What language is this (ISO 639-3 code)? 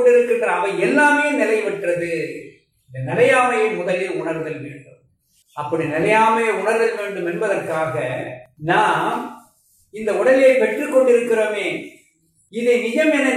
tam